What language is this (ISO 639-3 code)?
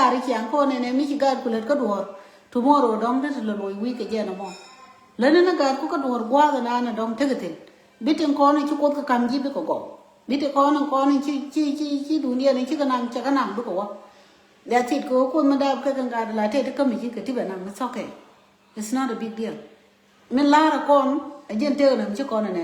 nus